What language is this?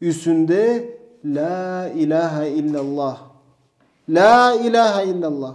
Karachay-Balkar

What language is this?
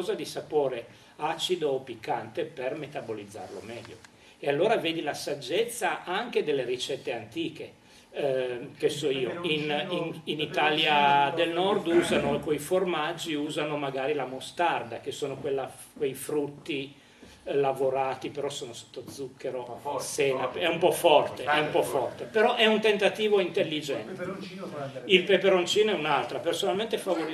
Italian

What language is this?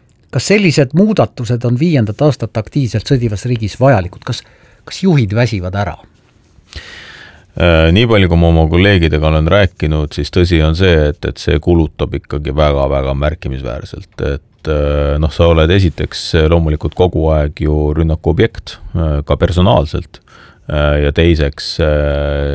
Estonian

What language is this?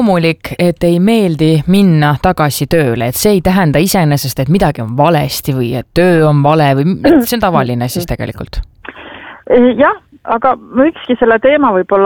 Estonian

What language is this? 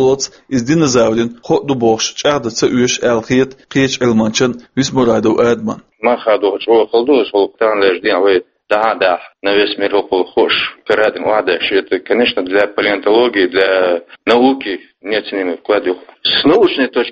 Chechen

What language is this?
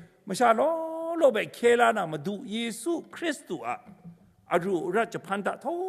Kachin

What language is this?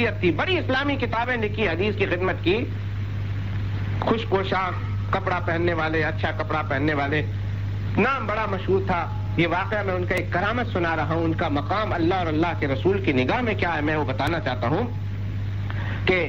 Urdu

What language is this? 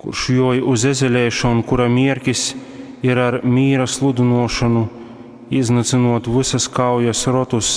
Latgalian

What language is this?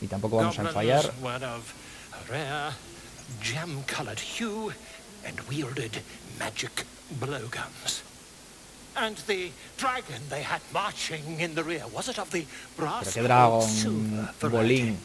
Asturian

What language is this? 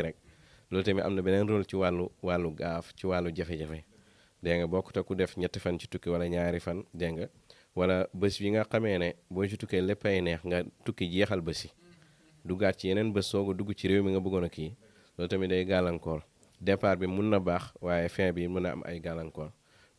Wolof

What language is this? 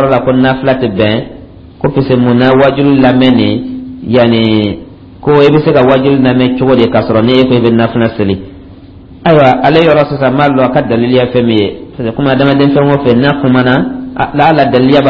Dyula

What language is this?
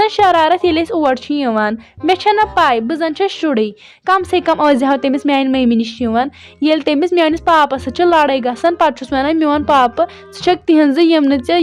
Kashmiri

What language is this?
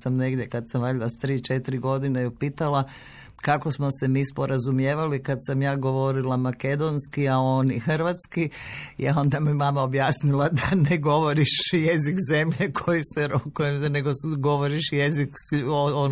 Croatian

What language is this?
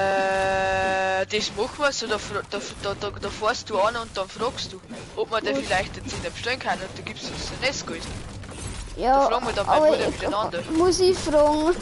Bavarian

